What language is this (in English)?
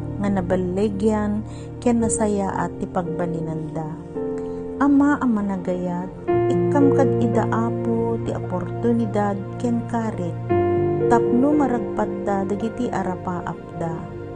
Iloko